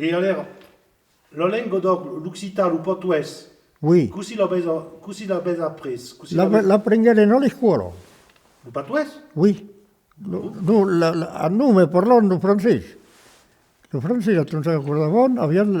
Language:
Occitan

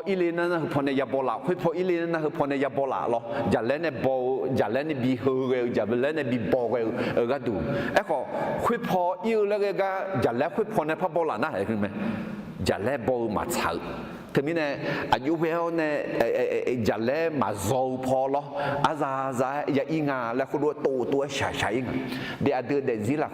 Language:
Akha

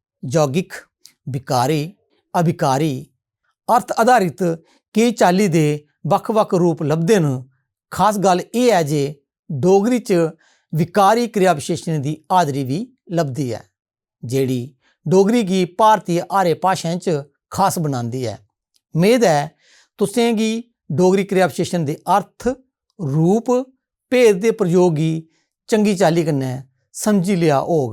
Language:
Dogri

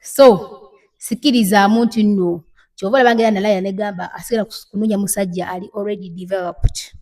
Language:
Ganda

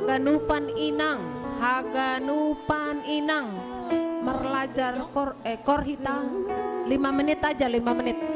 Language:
Batak Simalungun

